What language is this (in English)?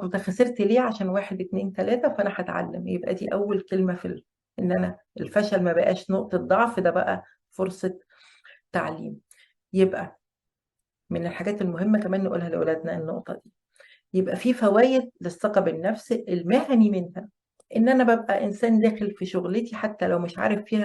Egyptian Arabic